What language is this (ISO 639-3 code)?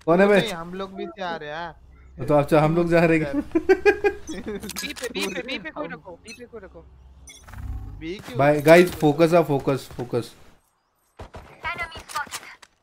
hin